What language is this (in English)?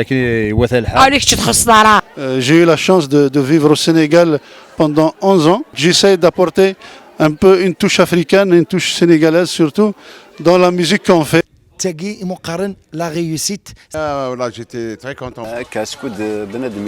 Kabyle